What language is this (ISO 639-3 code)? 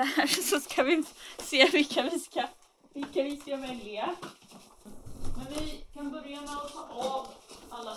swe